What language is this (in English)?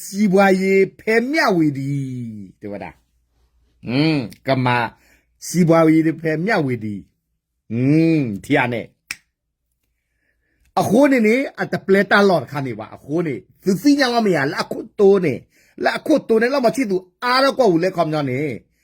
S'gaw Karen